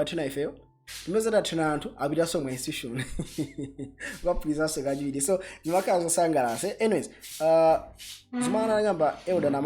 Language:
Nyanja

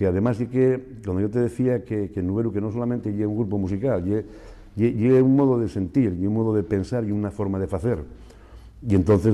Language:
Asturian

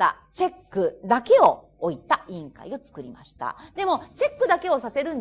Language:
Japanese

